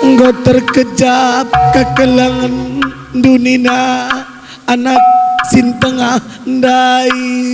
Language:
Batak Karo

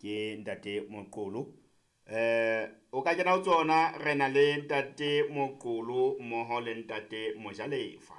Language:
Southern Sotho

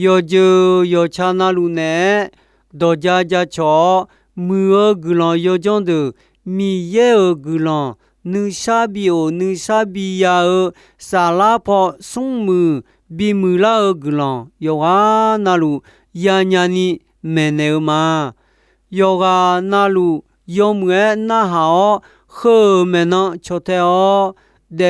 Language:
Akha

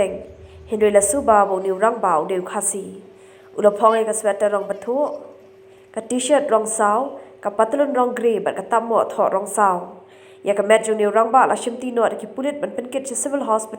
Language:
Khasi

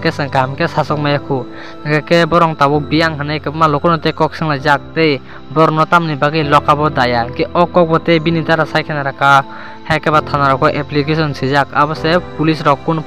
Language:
Kok Borok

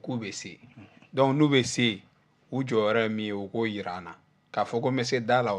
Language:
Bambara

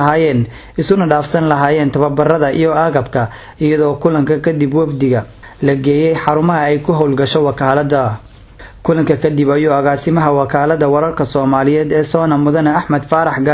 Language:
Somali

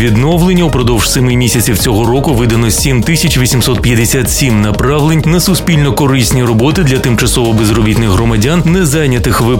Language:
Ukrainian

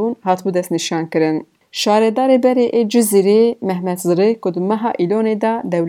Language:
Kurdish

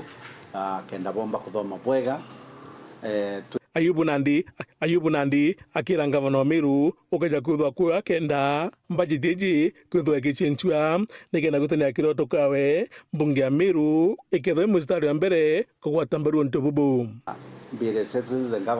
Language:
Meru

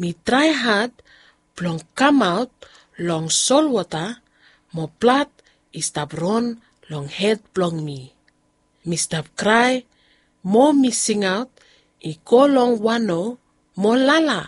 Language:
Bislama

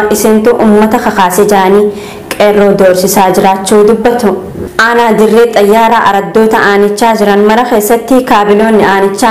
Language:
Oromo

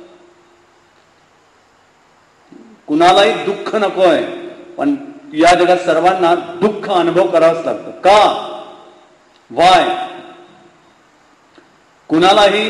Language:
Marathi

